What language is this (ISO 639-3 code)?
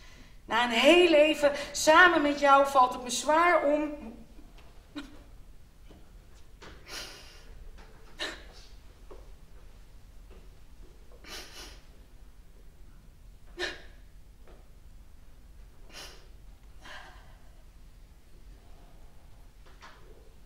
nld